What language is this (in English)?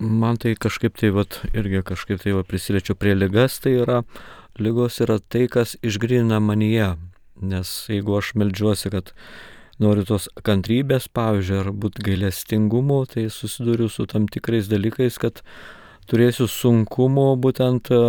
Lithuanian